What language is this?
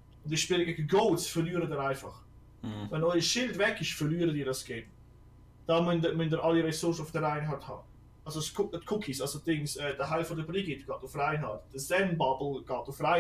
Swiss German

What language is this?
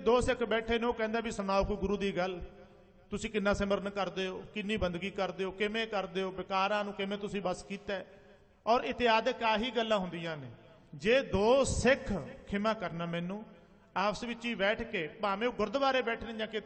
Punjabi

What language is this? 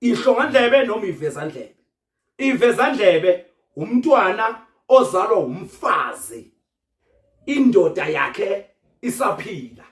Zulu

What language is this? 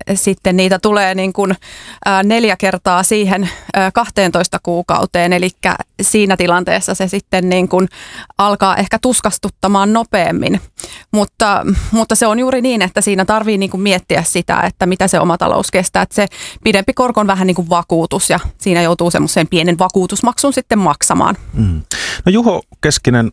Finnish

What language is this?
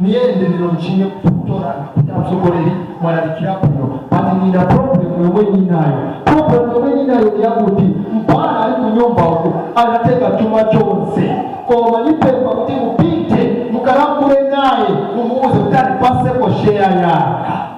Nyanja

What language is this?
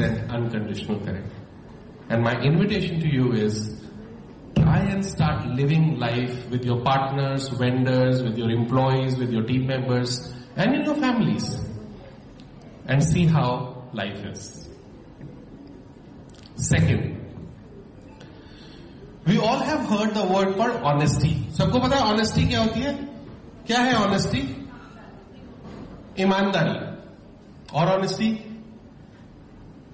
Hindi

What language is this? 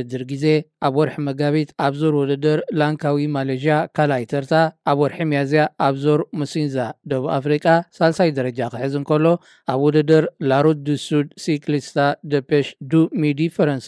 Tigrinya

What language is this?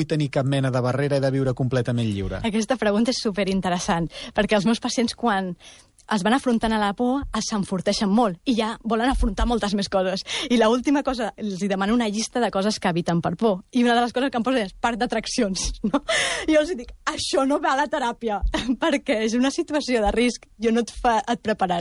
Catalan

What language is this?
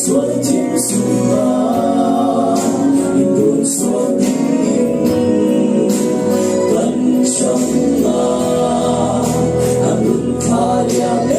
Falam Chin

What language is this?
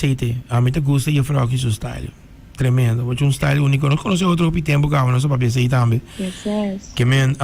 Papiamento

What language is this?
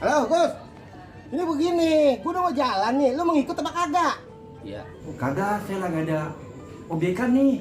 Betawi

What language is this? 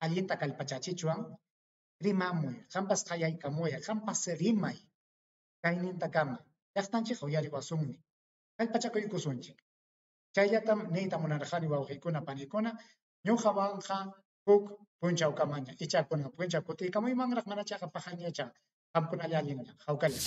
Ayacucho Quechua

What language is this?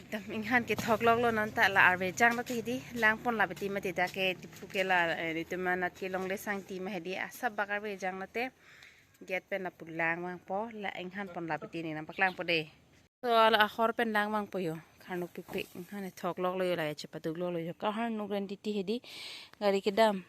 Karbi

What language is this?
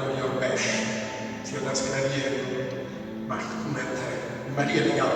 Sardinian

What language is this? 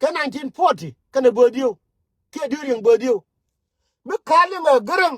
Nuer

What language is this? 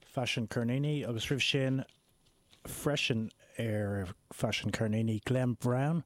Irish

